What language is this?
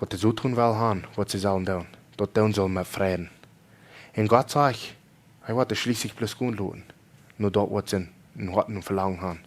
Plautdietsch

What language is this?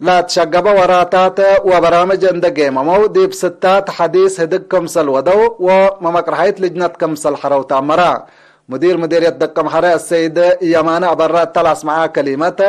Tigre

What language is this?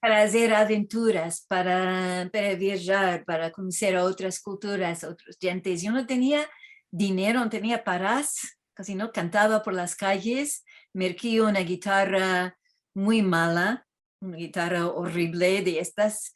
Ladino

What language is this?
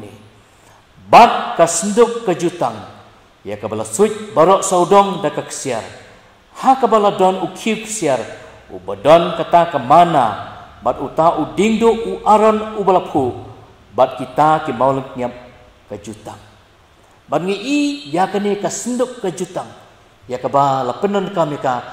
Khasi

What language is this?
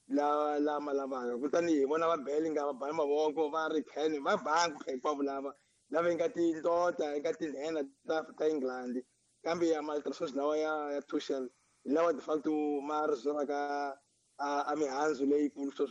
Tsonga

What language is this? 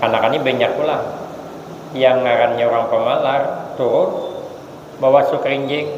Banjar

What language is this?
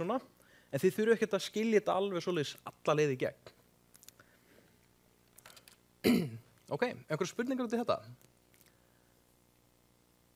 Icelandic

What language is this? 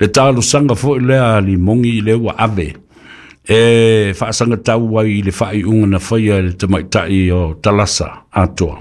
Samoan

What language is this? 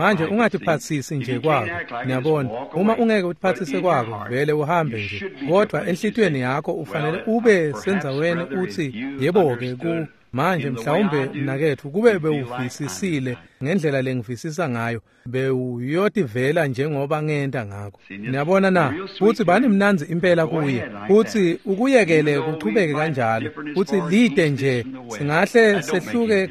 Swati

